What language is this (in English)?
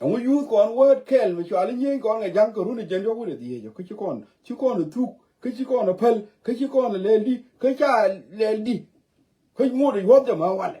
Nuer